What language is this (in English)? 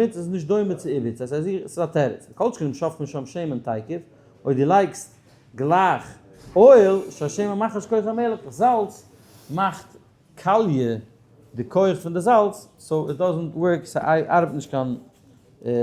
Yiddish